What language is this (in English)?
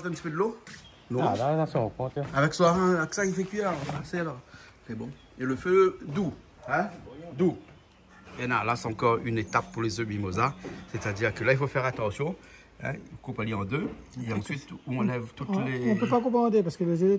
Réunion Creole French